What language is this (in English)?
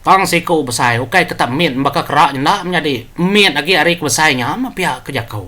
Iban